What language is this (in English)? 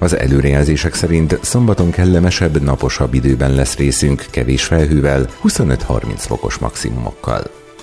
Hungarian